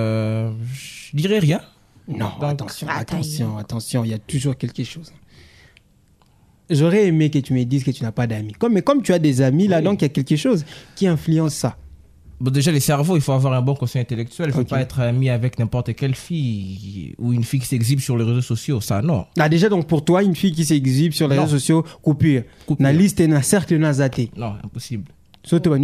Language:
French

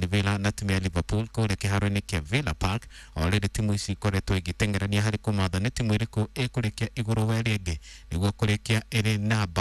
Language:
Kikuyu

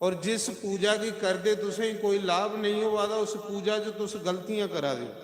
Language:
Dogri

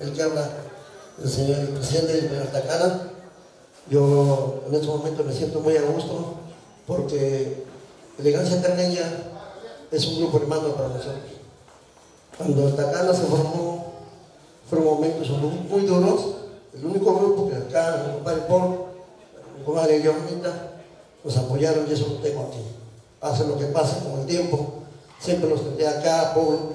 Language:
Spanish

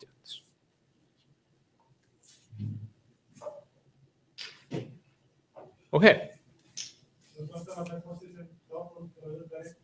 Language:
Icelandic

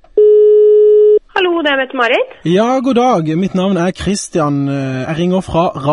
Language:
Norwegian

